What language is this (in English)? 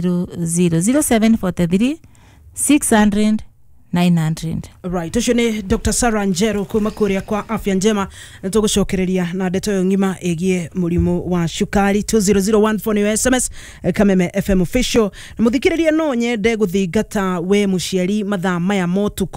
Kikuyu